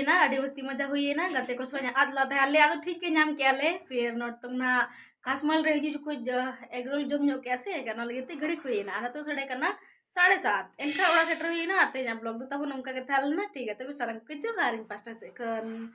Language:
Santali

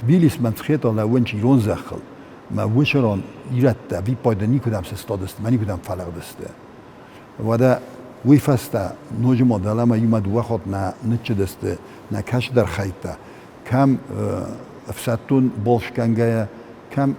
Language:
Ossetic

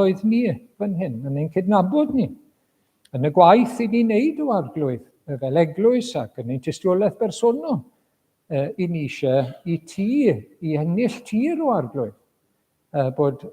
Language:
Welsh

